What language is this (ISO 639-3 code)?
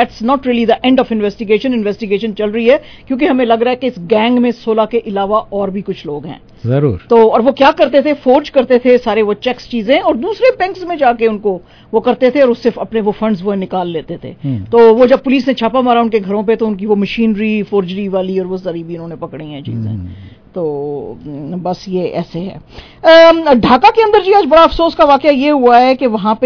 urd